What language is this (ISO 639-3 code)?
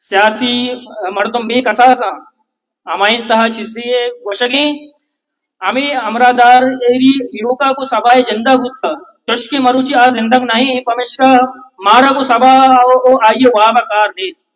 bal